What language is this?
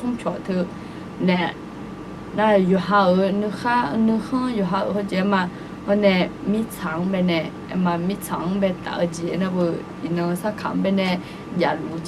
Akha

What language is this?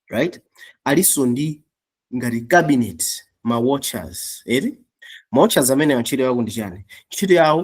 Nyanja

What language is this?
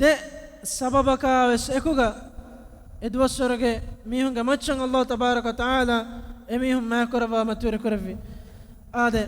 Divehi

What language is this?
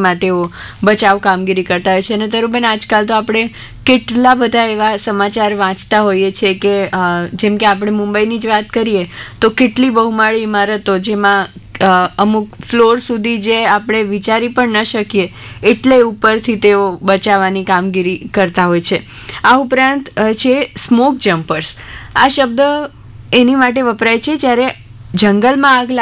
Gujarati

